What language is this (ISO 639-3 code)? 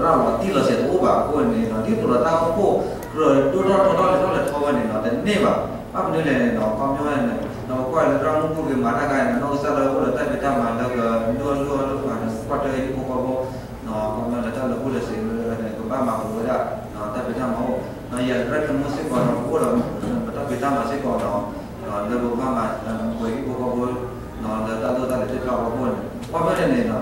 ksw